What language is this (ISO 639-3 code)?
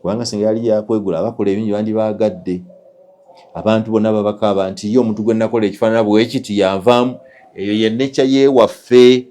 lug